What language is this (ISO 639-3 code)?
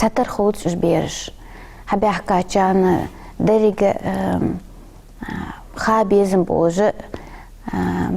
inh